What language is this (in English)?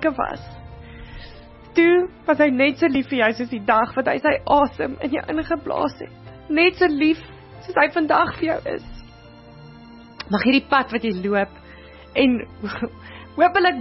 Afrikaans